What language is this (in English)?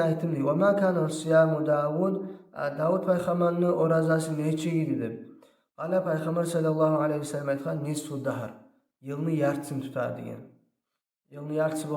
Kumyk